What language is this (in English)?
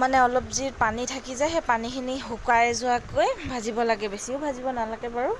Assamese